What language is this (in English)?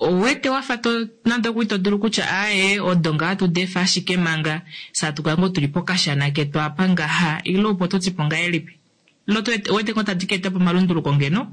Kuanyama